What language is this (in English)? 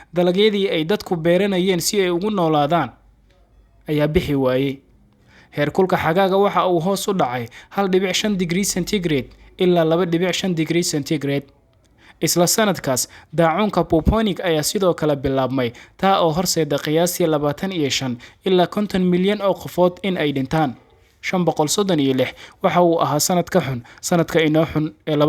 Somali